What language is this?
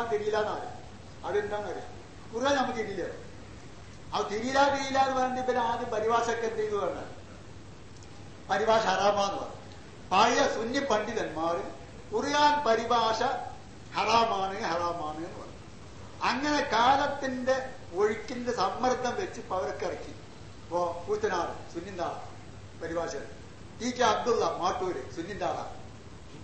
Malayalam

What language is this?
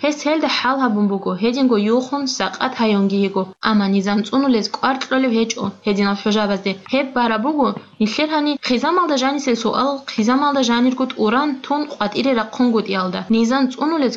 Avaric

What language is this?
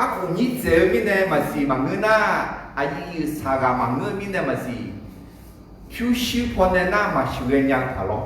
Akha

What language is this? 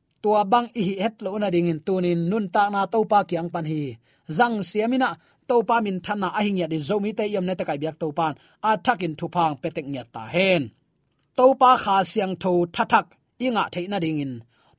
Tedim Chin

